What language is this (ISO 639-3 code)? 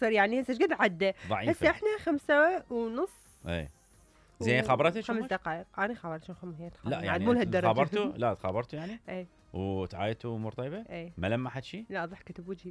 acm